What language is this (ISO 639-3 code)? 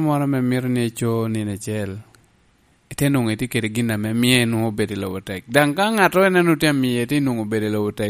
laj